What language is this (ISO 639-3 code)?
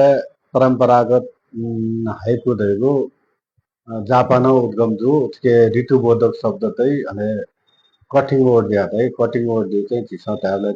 new